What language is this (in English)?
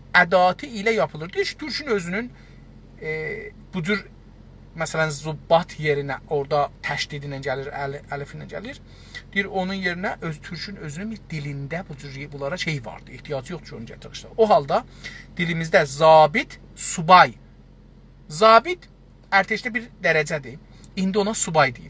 South Azerbaijani